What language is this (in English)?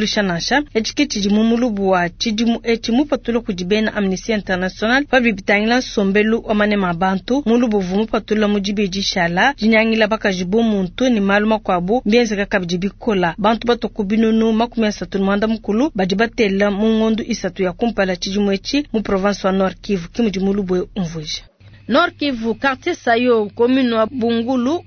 Luba-Lulua